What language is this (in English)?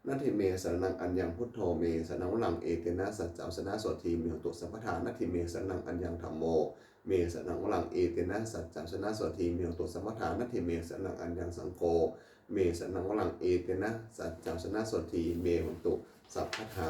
Pali